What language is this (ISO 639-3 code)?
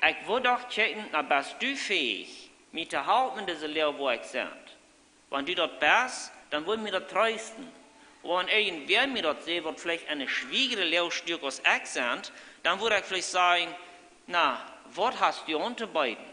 pdt